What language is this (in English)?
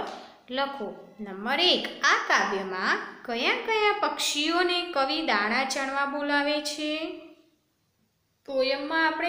Gujarati